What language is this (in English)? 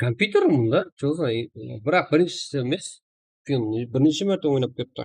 Kara-Kalpak